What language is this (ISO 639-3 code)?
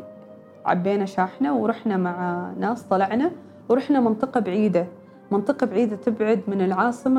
afb